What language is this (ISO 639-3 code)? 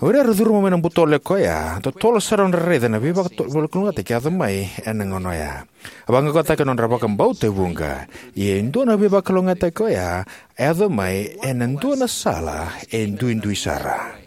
fij